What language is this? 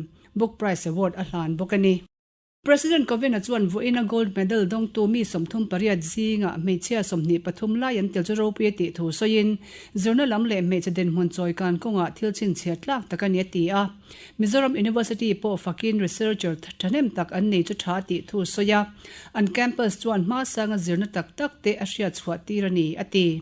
Mizo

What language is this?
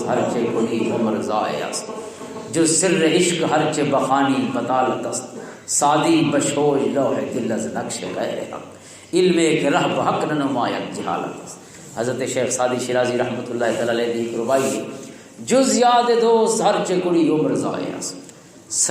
Western Panjabi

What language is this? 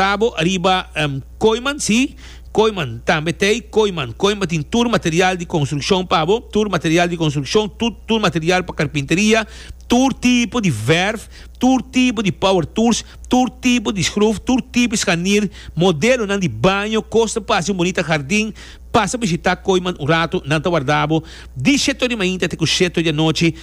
Papiamento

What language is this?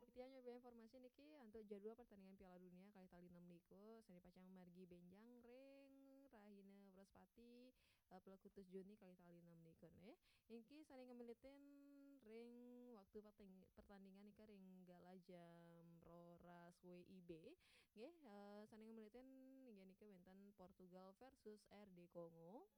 Balinese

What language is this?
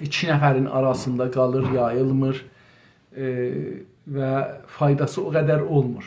South Azerbaijani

